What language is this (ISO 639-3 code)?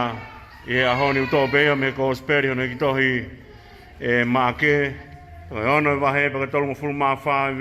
ton